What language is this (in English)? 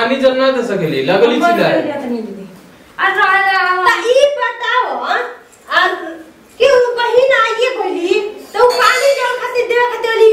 Bhojpuri